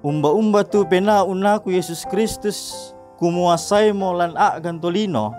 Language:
Toraja-Sa'dan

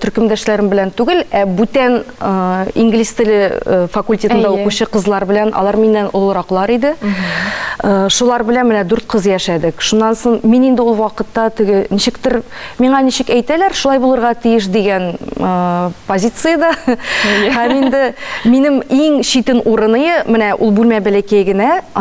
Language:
Tatar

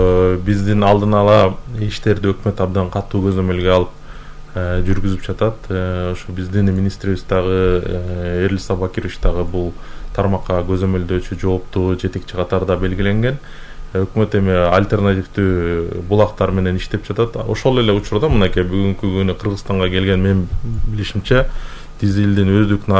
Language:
Kyrgyz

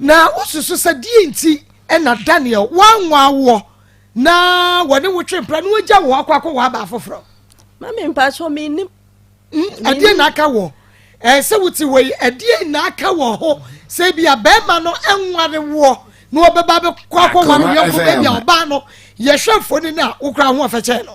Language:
Akan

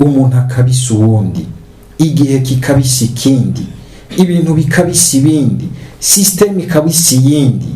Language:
Rundi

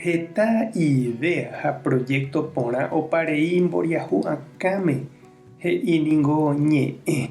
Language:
Guarani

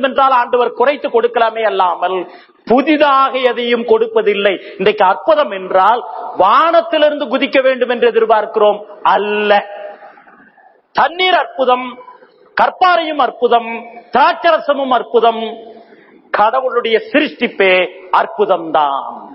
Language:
Tamil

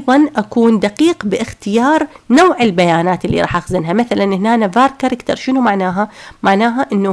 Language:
Mesopotamian Arabic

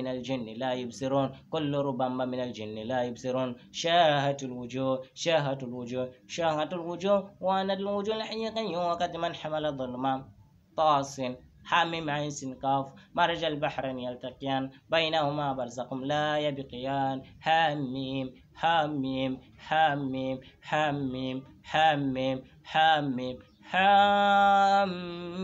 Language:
Arabic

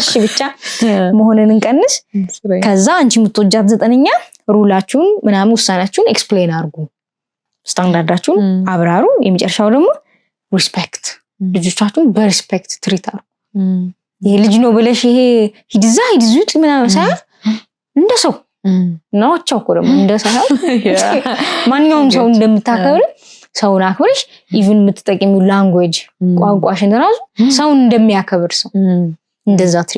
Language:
Amharic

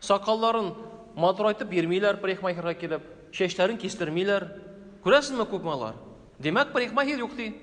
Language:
Tatar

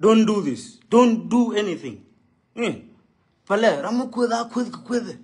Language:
Nuer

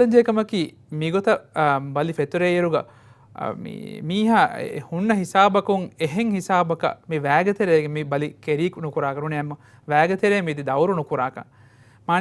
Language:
Divehi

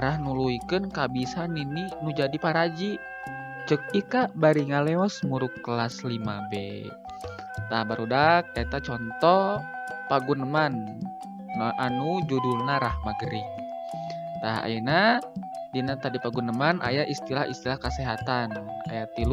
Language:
Sundanese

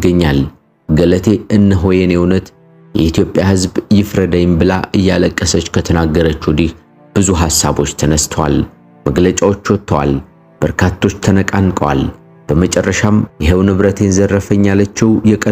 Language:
Amharic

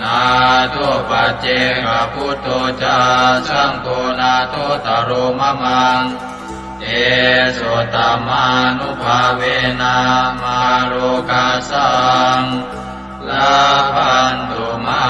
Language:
Pali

